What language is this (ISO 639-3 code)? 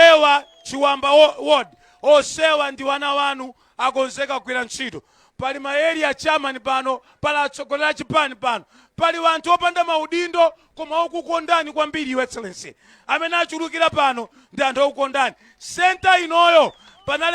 nya